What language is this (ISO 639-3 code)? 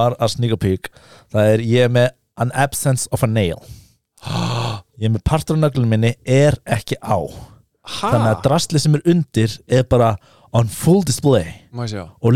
isl